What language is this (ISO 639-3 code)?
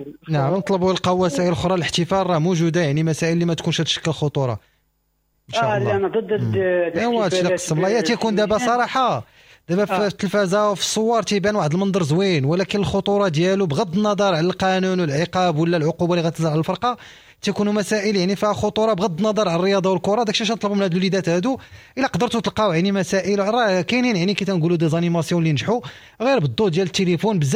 ary